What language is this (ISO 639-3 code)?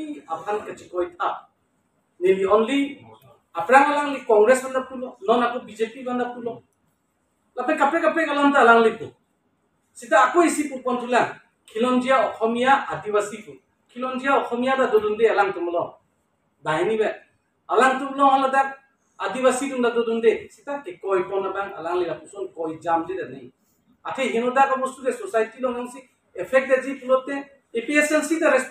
mjw